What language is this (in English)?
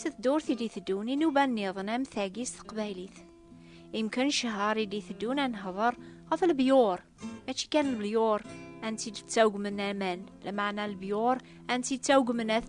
Kabyle